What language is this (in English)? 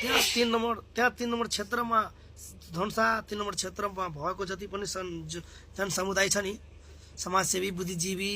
Nepali